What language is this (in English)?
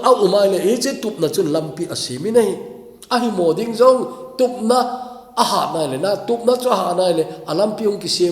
Thado Chin